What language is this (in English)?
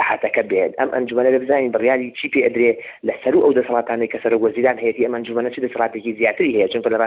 Central Kurdish